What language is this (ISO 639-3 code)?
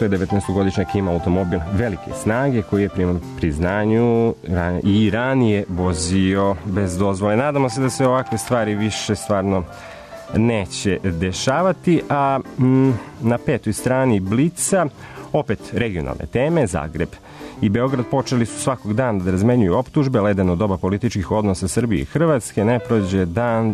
srp